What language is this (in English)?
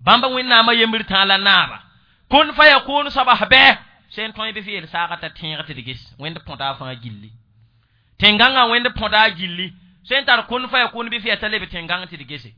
Mossi